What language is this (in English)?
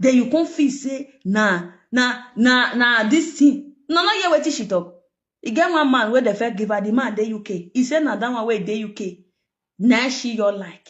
Nigerian Pidgin